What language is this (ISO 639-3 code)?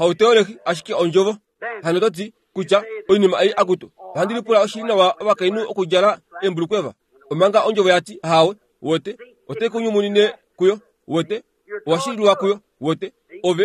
kua